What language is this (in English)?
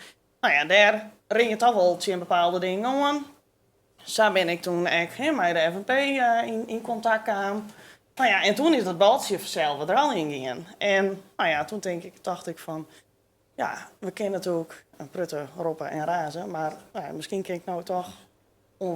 Western Frisian